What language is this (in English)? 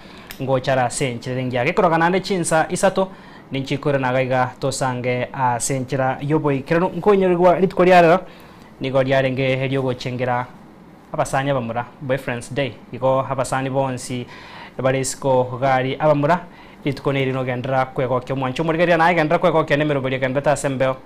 Gusii